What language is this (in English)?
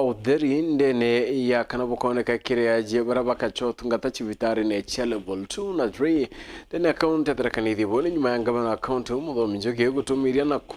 Meru